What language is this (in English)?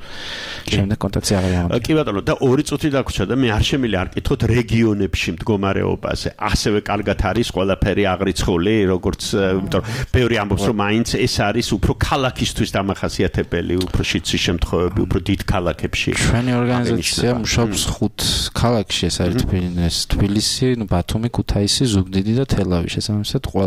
Georgian